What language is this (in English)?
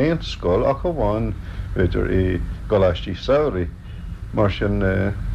Irish